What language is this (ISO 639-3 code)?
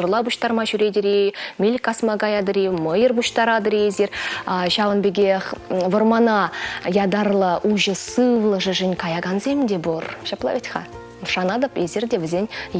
chv